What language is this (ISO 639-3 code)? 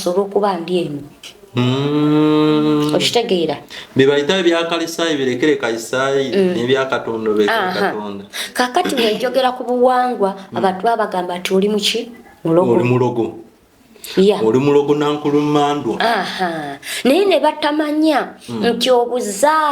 lug